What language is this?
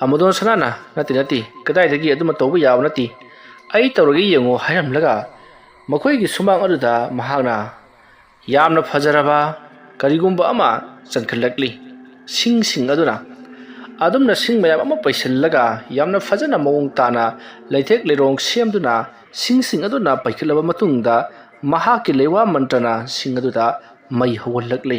Manipuri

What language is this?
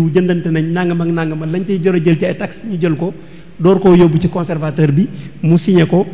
Wolof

